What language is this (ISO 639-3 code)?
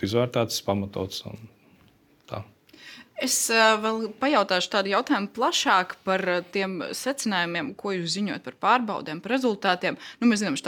lav